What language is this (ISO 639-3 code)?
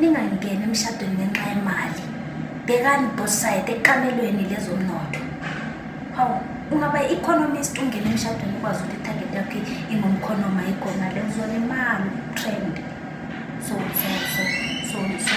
zul